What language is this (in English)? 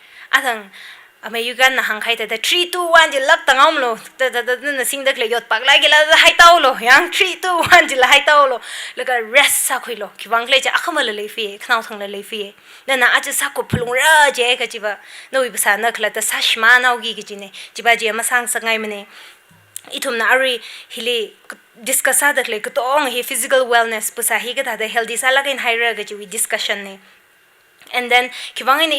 Tangkhul Naga (India)